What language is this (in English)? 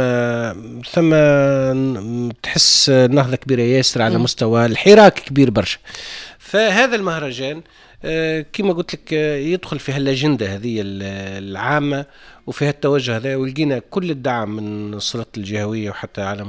Tunisian Arabic